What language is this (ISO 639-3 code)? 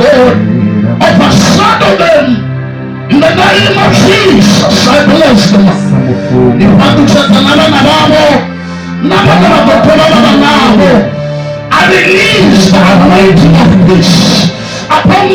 ven